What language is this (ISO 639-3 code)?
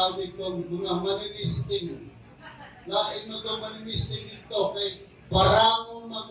ceb